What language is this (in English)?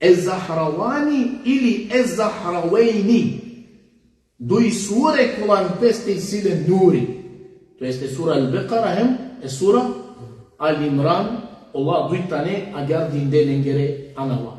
Balkan Romani